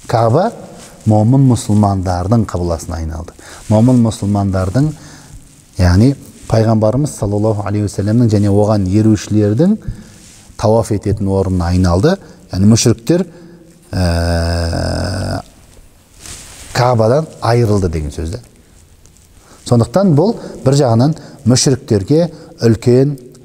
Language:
Kazakh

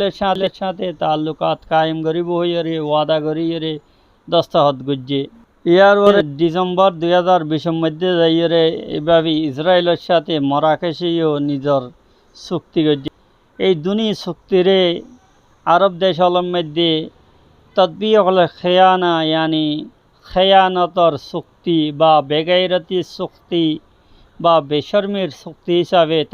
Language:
Rohingya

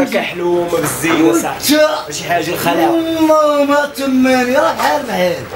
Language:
Moroccan Arabic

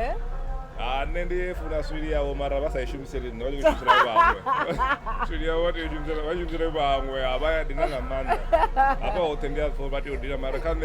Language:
Venda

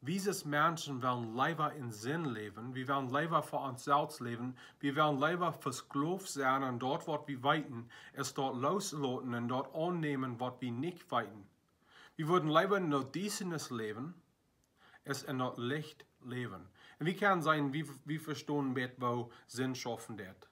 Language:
Plautdietsch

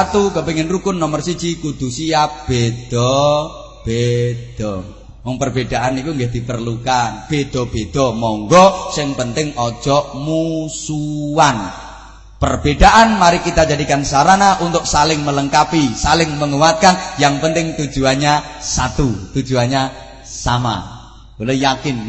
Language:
Javanese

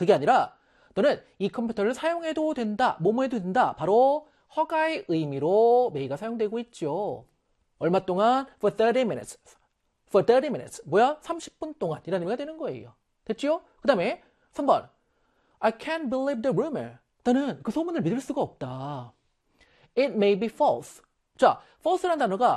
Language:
Korean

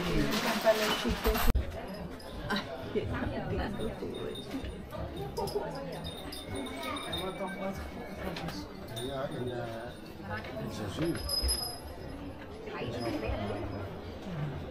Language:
Spanish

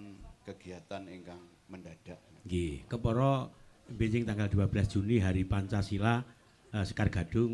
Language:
Javanese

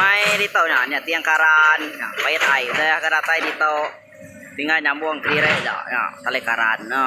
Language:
Iban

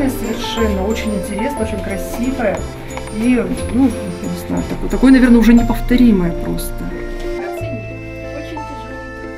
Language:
Russian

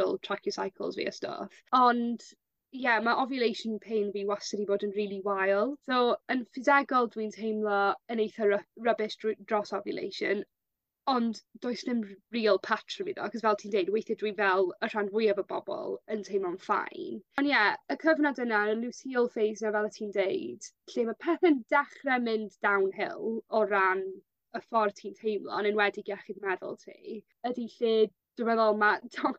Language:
Welsh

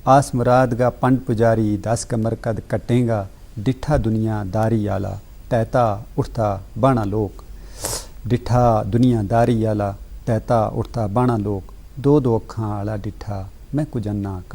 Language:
Gujari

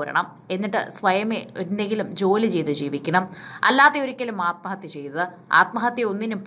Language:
Malayalam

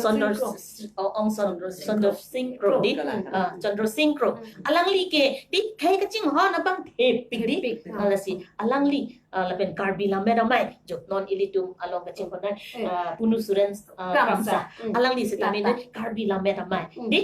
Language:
Karbi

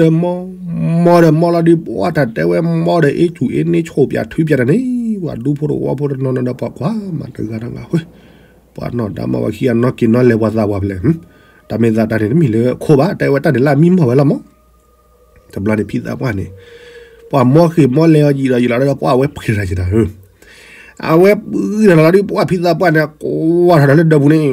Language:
S'gaw Karen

